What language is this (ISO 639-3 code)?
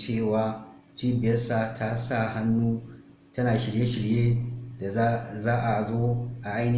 hau